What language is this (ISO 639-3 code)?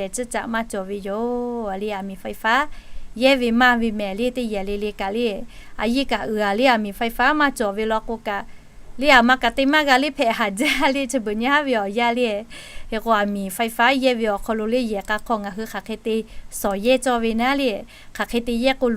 lhu